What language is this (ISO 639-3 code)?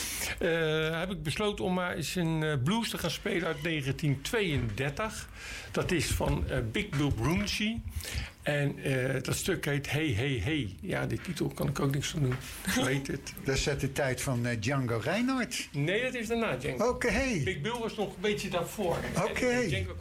nld